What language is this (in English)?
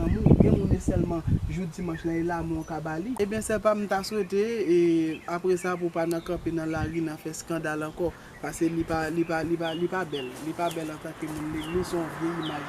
Haitian Creole